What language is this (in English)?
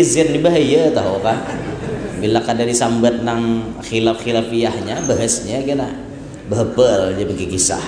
Banjar